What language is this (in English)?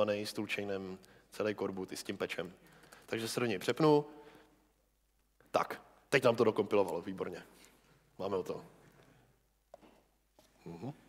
Czech